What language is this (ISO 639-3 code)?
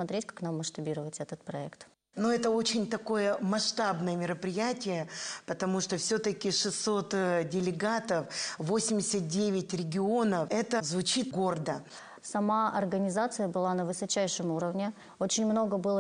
rus